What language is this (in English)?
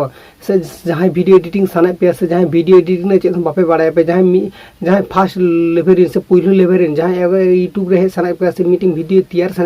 Santali